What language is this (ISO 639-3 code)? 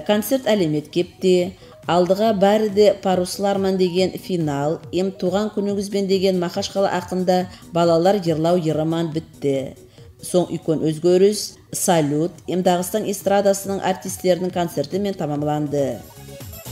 kum